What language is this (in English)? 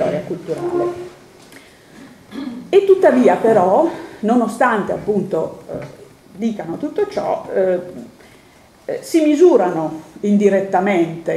Italian